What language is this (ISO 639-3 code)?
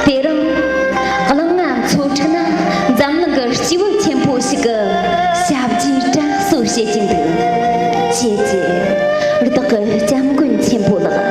bod